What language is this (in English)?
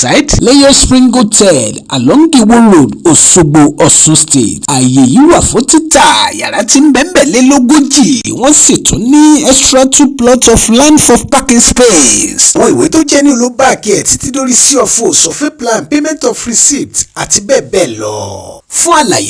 Yoruba